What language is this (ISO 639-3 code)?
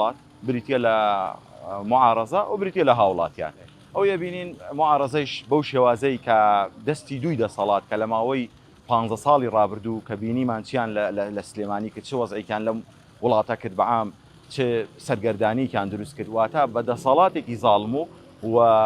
ckb